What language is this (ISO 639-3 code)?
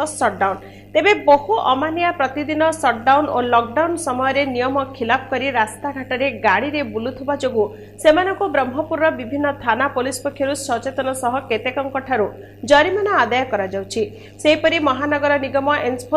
ori